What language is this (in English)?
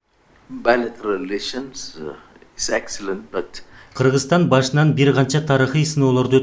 Kyrgyz